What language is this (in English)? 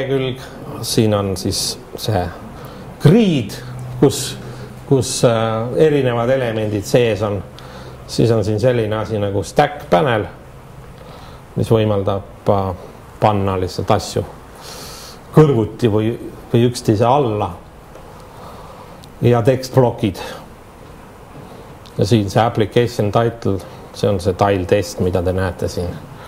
Estonian